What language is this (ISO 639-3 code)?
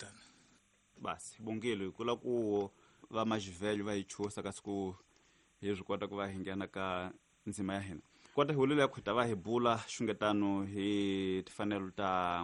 tso